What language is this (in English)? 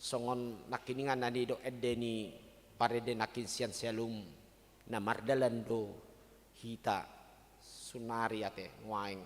Batak Toba